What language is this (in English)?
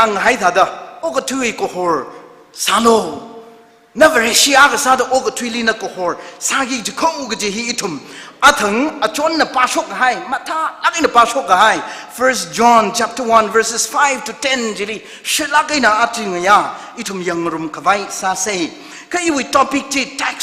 Tangkhul Naga (India)